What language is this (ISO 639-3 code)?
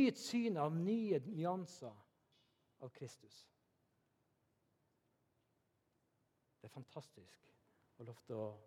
nor